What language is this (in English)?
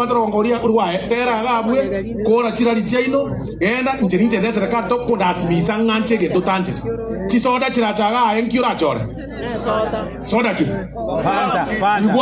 Gusii